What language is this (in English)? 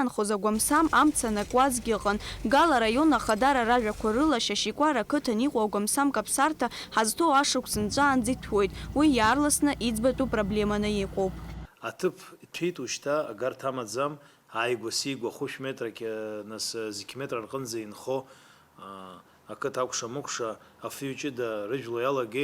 Abkhazian